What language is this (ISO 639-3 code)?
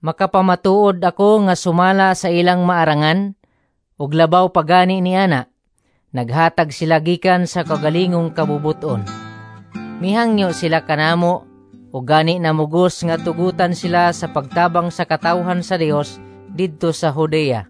ceb